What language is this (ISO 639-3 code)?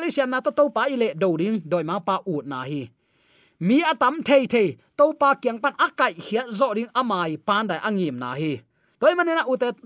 ctd